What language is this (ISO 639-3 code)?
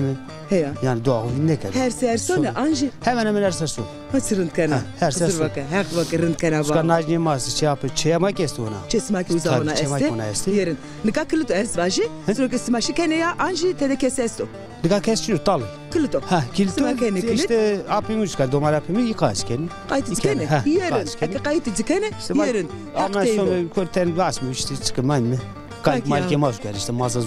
zza